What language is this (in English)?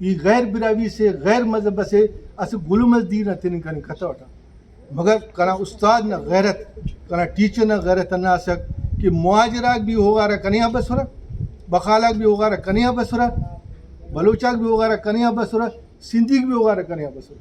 Brahui